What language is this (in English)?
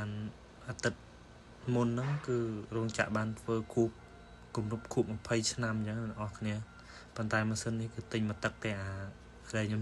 Khmer